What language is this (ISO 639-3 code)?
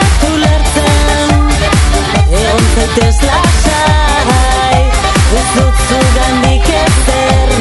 eus